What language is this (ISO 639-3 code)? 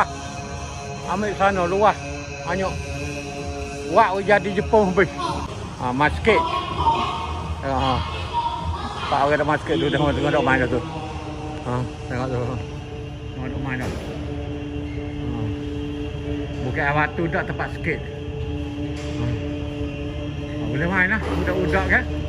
msa